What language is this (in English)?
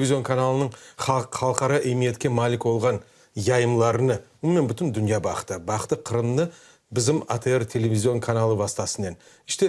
Crimean Tatar